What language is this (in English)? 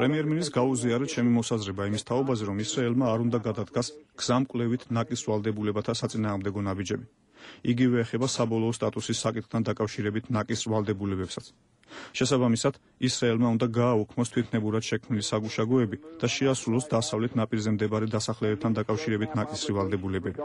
Georgian